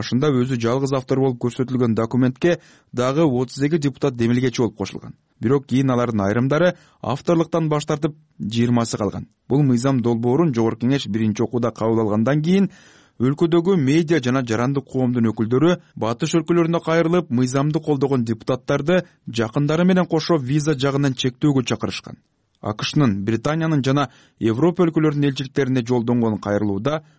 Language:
Kyrgyz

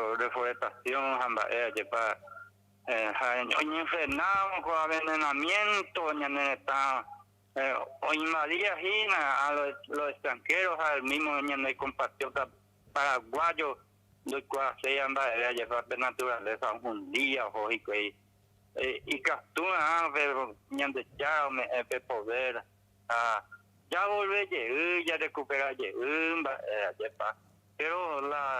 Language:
Guarani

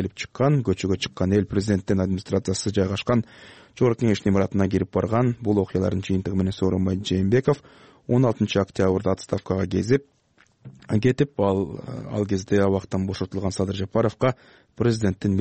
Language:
Kyrgyz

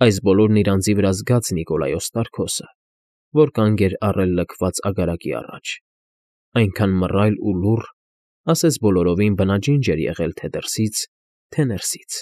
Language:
Armenian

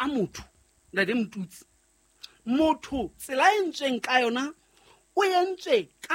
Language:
Southern Sotho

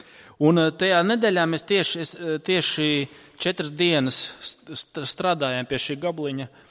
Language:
Latvian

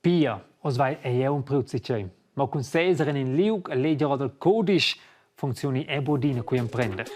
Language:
Romansh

